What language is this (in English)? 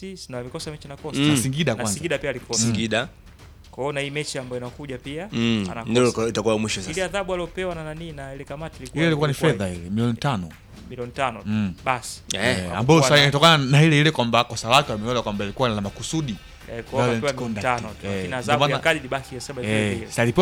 Swahili